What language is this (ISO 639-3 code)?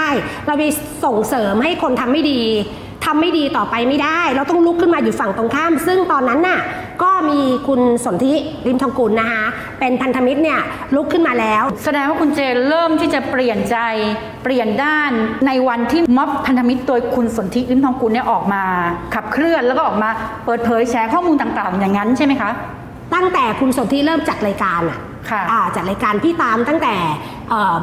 tha